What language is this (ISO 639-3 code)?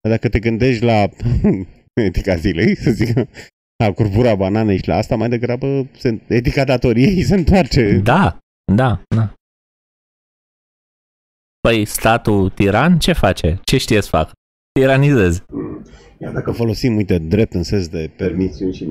ron